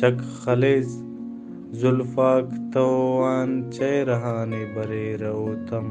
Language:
Brahui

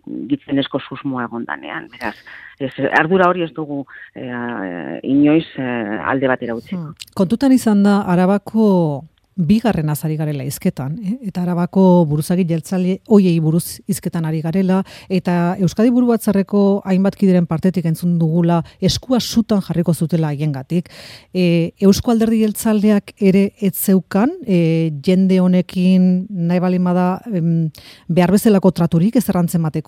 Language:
Basque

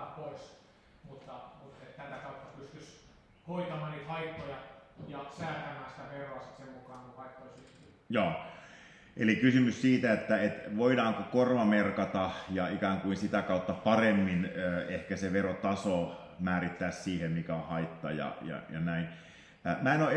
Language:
Finnish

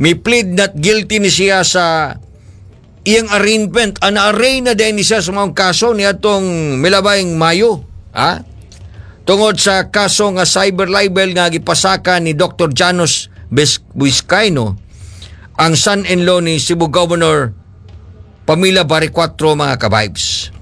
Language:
Cebuano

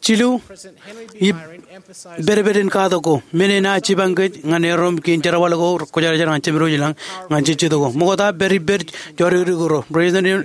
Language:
Marshallese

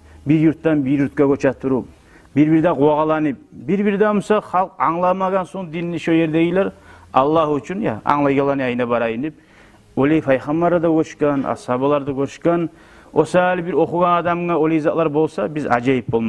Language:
Kumyk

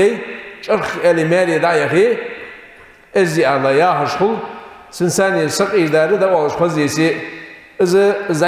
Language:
Ingush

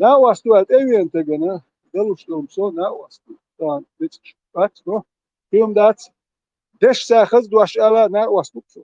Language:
Chechen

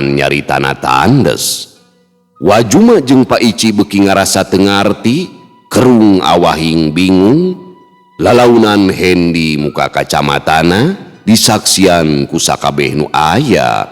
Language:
Sundanese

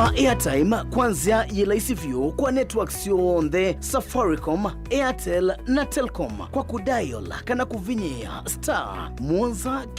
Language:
Kamba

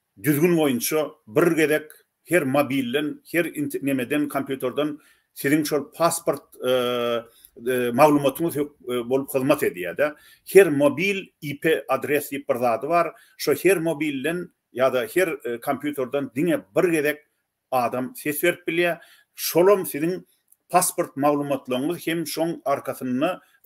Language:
Turkmen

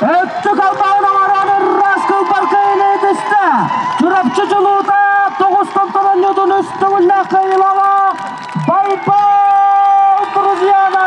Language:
Yakut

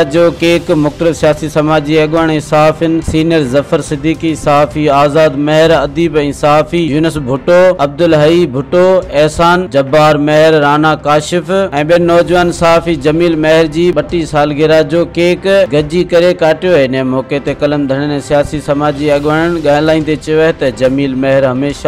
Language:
Sindhi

